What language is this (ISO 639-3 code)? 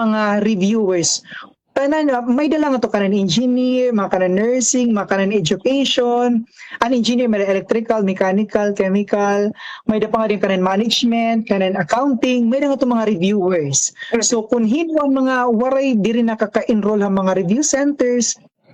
war